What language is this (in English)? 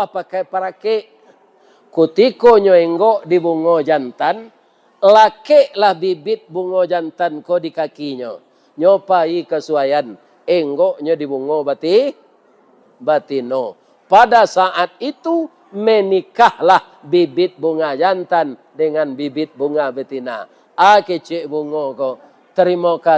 Minangkabau